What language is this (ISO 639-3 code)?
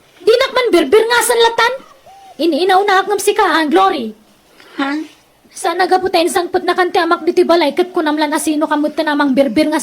ilo